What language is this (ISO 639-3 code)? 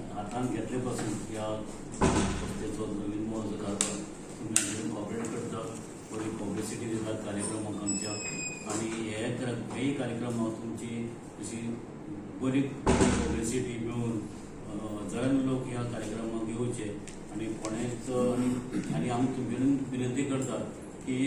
kok